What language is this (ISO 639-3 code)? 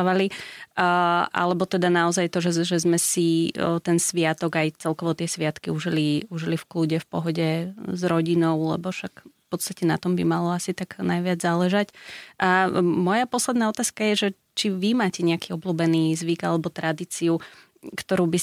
slk